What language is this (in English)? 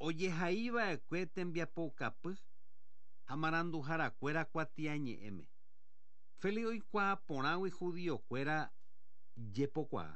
Guarani